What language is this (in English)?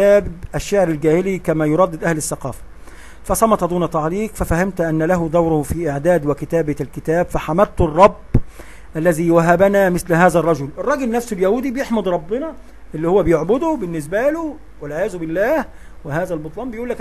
Egyptian Arabic